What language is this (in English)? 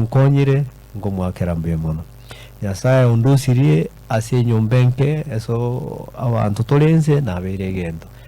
Gusii